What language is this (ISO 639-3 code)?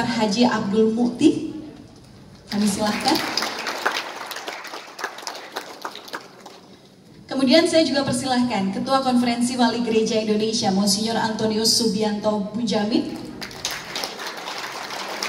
ind